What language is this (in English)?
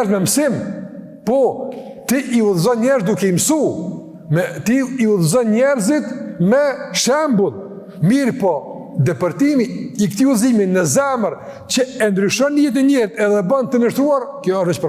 Albanian